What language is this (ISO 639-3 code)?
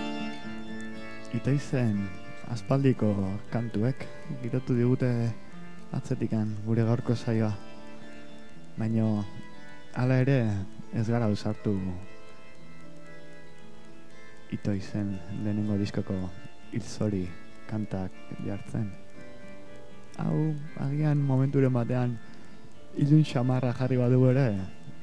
eus